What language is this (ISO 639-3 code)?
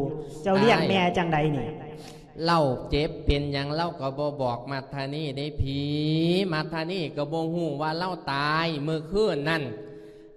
lao